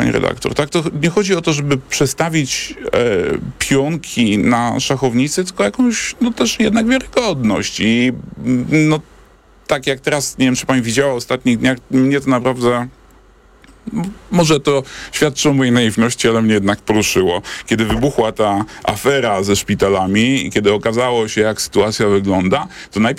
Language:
Polish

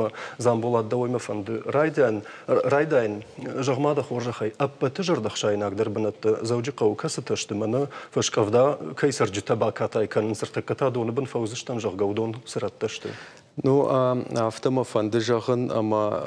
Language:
Ossetic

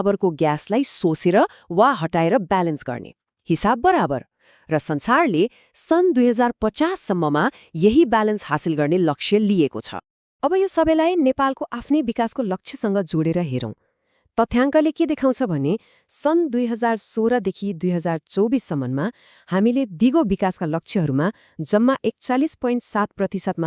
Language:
Nepali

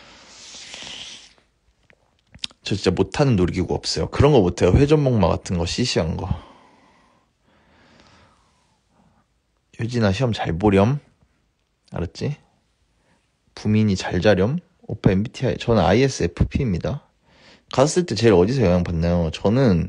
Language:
Korean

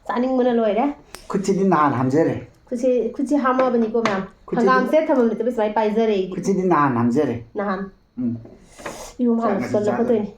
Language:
Manipuri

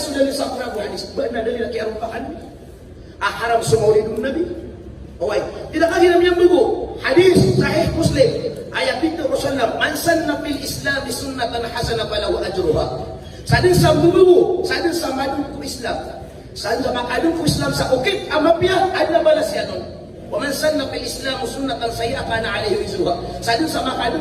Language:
Maranao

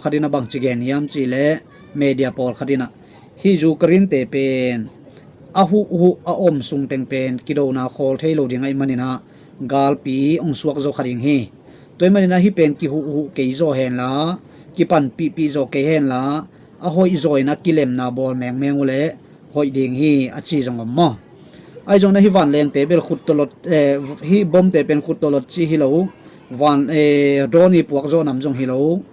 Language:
Tedim Chin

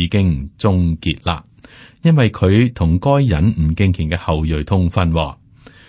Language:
Cantonese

